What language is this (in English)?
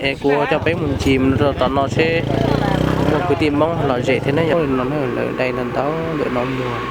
Hmong